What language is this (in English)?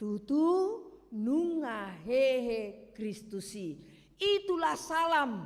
Batak Toba